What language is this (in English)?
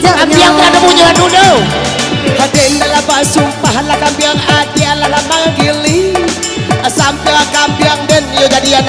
Minangkabau